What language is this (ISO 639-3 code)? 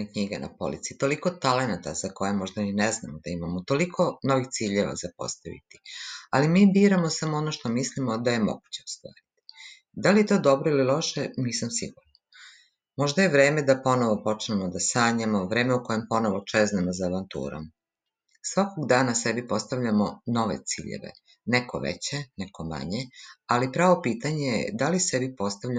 srp